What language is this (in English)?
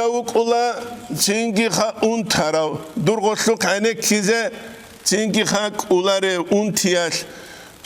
Avaric